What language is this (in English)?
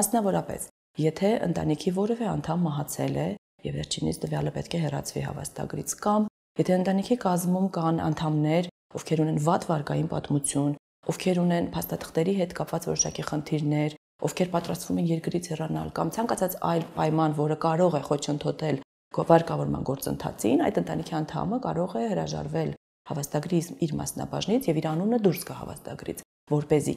Armenian